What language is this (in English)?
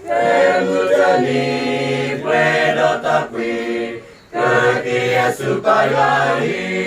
S'gaw Karen